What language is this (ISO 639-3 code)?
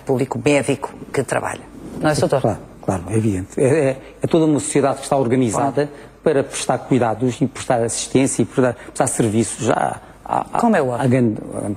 por